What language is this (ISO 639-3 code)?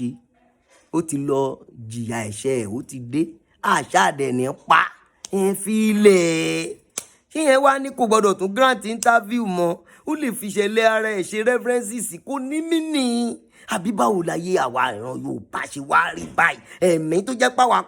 yor